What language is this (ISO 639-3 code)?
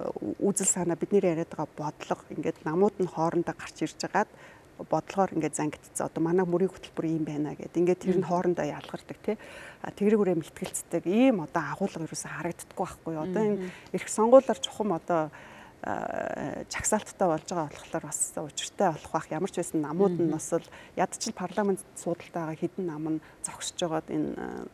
mon